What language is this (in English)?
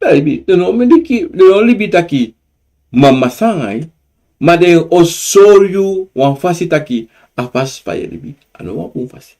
Sranan Tongo